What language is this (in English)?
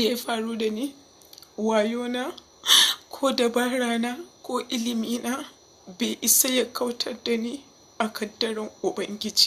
Hausa